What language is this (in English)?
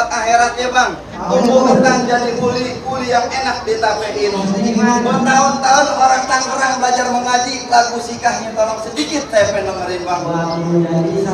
Betawi